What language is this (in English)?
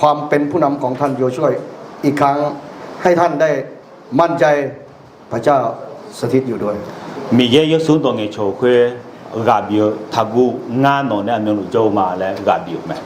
Akha